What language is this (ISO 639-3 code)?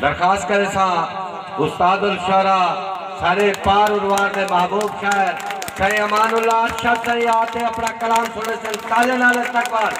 skr